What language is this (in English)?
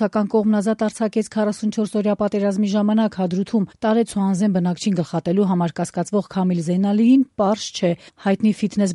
Armenian